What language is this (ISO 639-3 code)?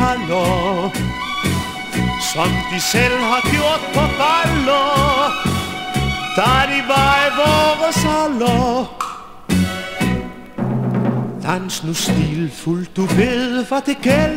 dan